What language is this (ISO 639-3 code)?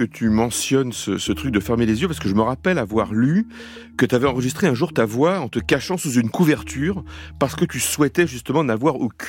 fra